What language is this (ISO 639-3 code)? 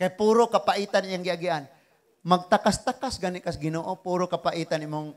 ceb